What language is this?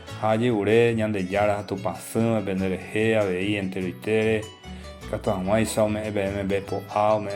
Guarani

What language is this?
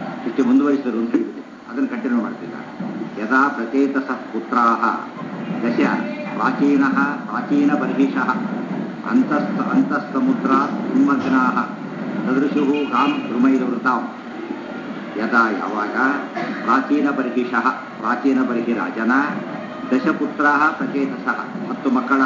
Kannada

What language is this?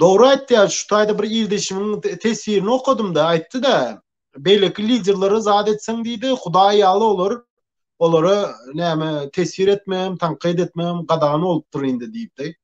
Turkmen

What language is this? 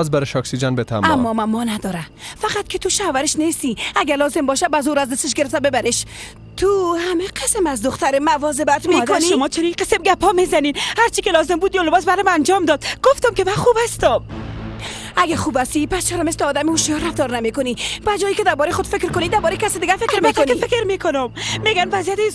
Persian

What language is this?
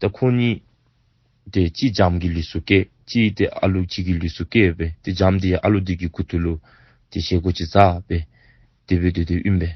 Dzongkha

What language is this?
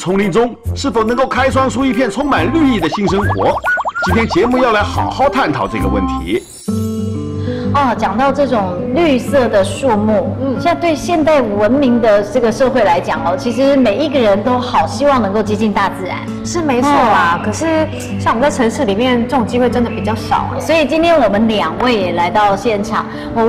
Chinese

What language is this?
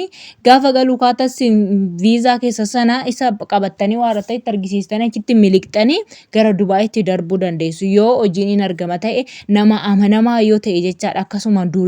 Oromo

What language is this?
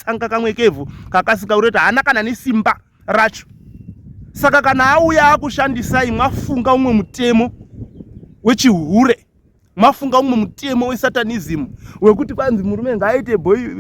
Shona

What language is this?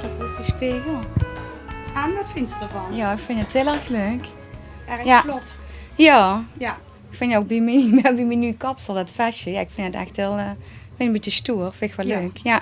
Limburgish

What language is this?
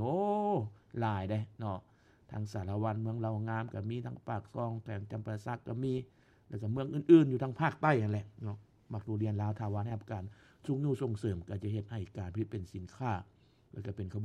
Lao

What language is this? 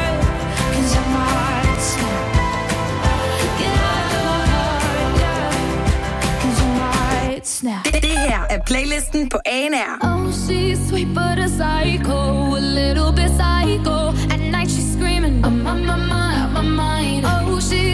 Danish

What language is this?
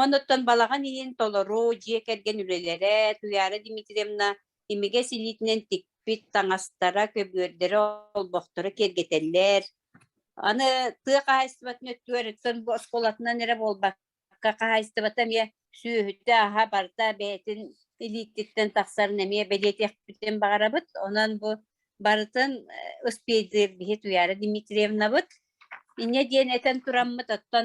Yakut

